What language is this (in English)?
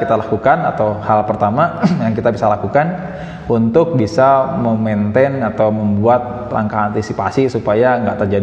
Indonesian